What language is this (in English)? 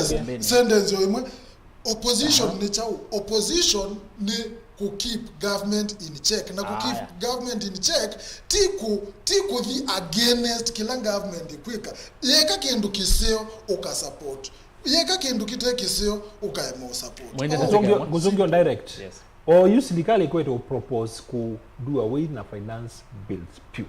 Kamba